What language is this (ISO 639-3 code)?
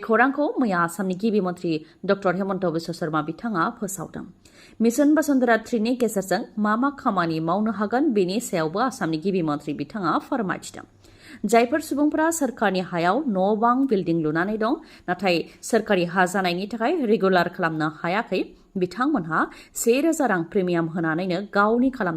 brx